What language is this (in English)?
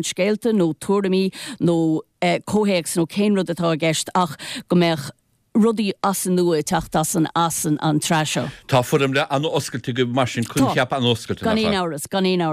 Irish